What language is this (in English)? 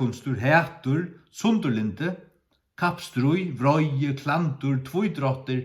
Faroese